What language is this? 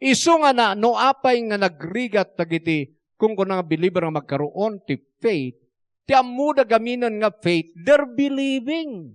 Iloko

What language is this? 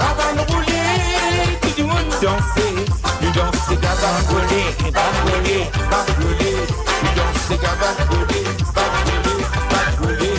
Morisyen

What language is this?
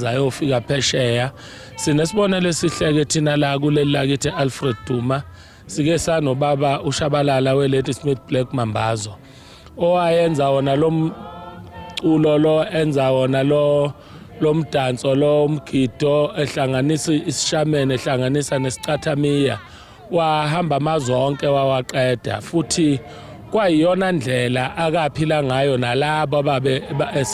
Zulu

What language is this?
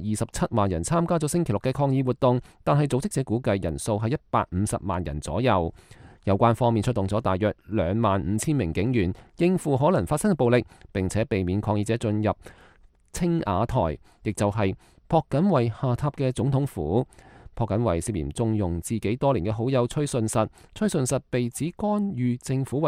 Cantonese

